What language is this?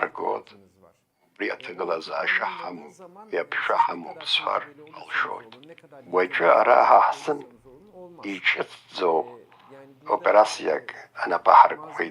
Abkhazian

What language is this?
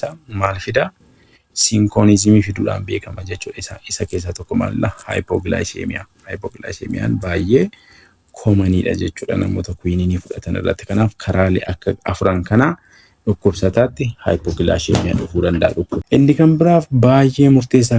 Oromo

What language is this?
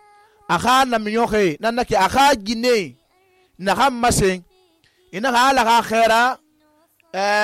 Susu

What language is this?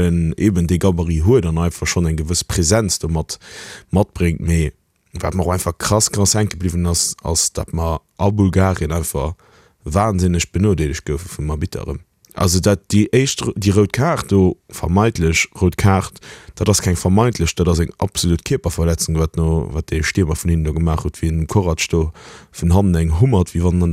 Luxembourgish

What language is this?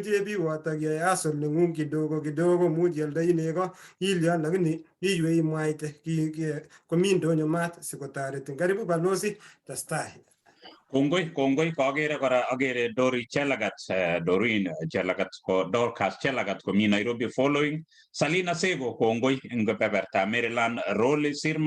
Kalenjin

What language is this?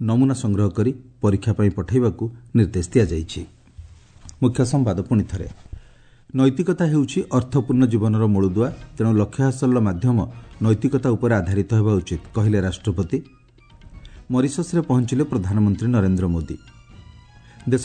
Odia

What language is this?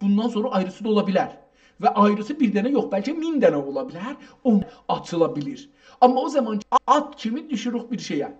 South Azerbaijani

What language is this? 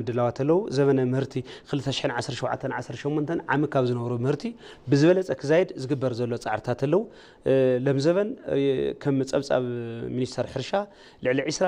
Tigrinya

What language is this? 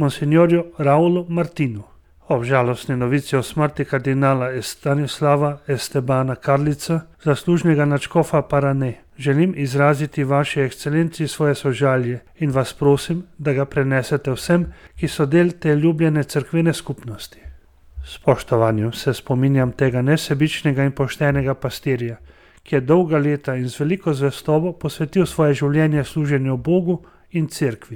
Slovenian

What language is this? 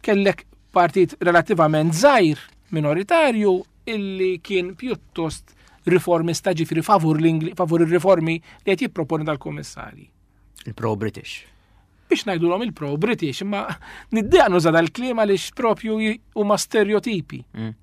Maltese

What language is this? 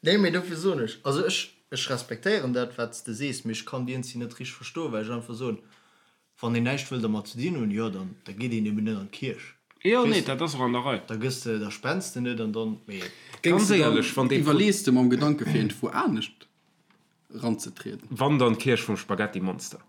Luxembourgish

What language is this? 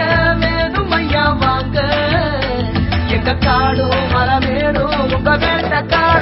Tamil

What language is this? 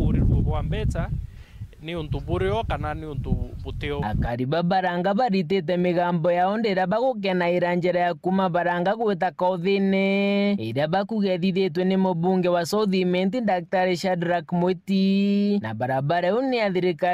Meru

